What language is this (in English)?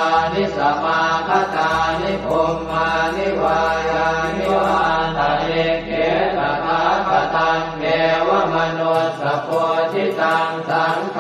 Pali